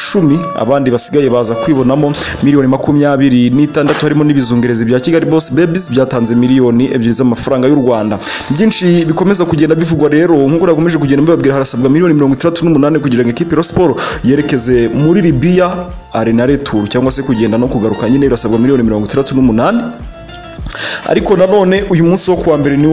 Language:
Kinyarwanda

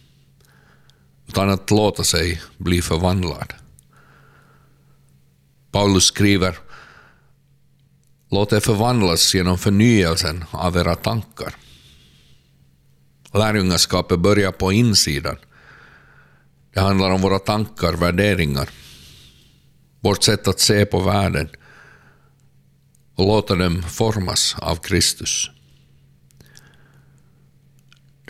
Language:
Swedish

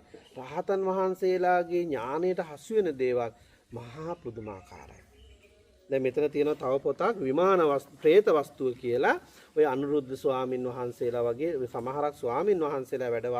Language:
Sinhala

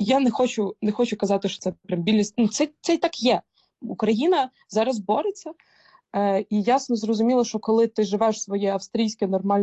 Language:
Ukrainian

